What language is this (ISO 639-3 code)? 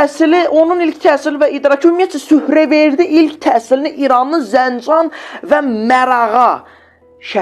aze